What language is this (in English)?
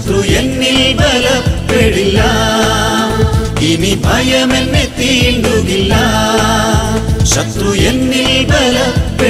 Malayalam